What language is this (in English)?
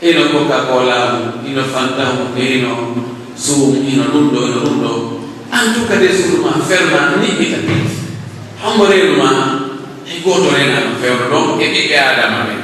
Pular